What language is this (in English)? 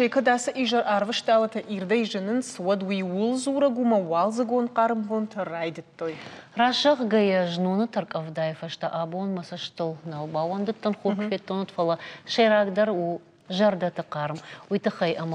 Ossetic